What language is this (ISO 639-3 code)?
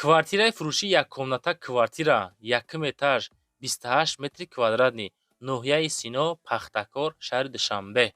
tgk